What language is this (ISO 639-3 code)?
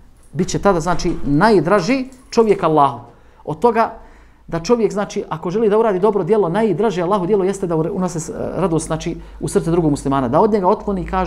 bos